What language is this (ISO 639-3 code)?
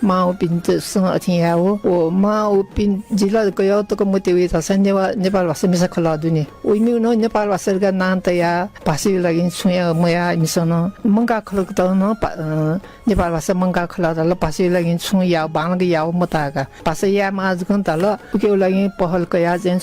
new